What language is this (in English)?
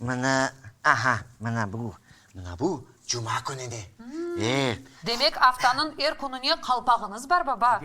Crimean Tatar